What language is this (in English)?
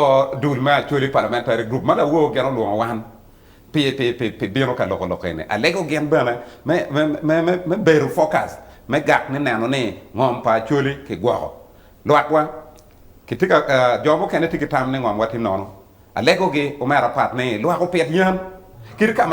Acoli